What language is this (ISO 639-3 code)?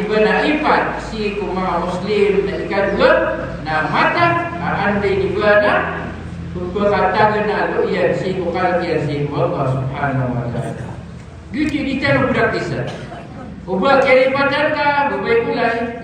mrw